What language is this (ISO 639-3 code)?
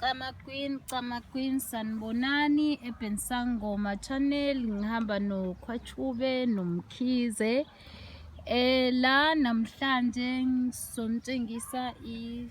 zul